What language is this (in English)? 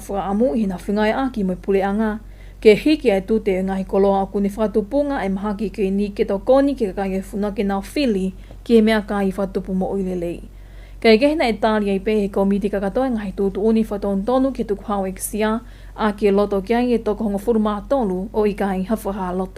Tongan